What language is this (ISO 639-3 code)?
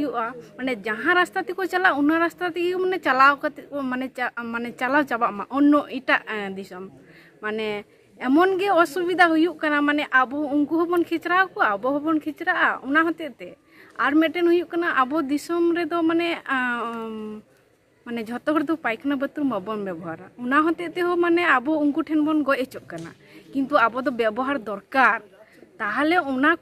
sat